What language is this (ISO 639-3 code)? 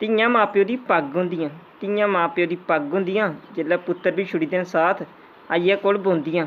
doi